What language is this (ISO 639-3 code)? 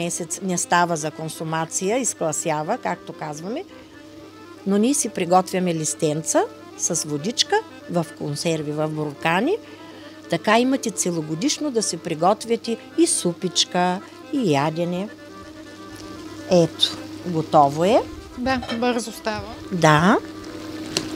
bul